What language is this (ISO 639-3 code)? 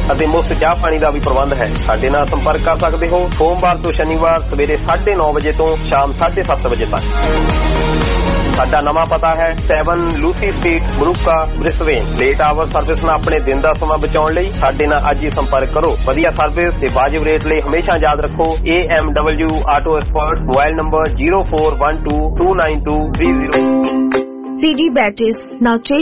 pan